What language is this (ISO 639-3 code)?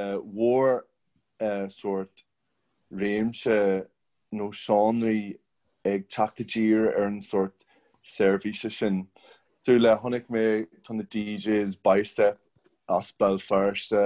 gle